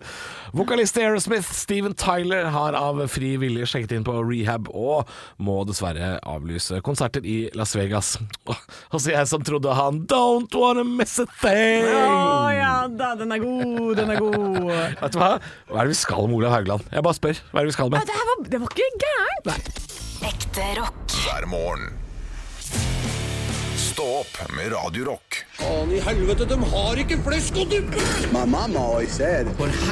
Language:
Norwegian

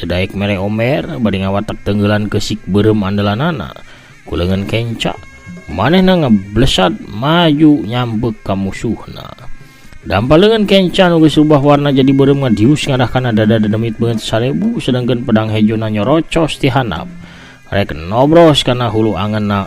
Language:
Sundanese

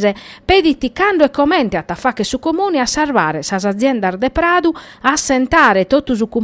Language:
Sardinian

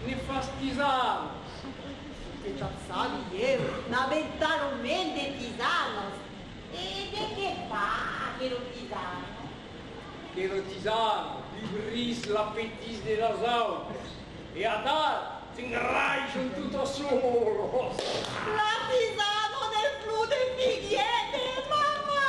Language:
Occitan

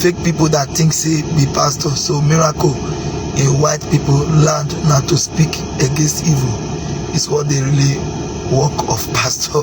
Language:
Nigerian Pidgin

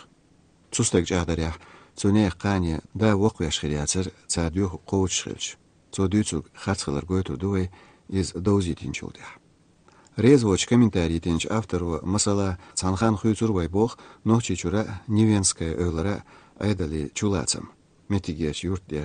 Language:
Chechen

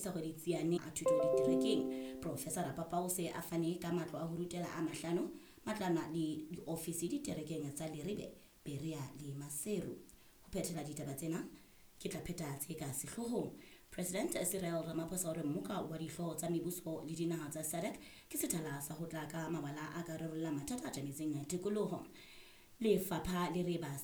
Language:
Southern Sotho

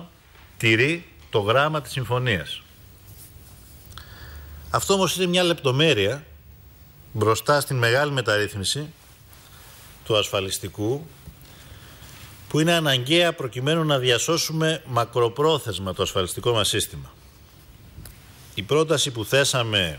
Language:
Greek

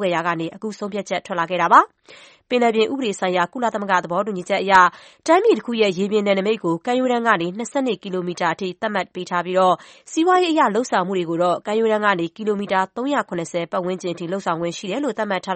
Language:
Burmese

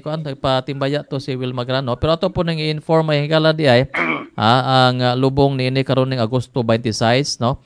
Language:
Cebuano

